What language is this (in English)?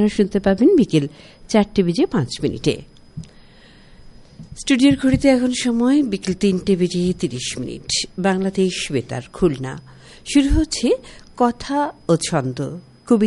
Bangla